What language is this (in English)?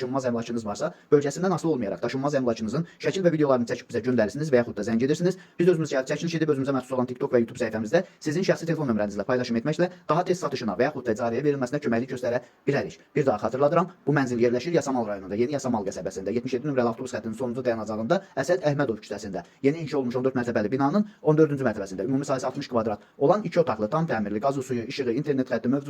Azerbaijani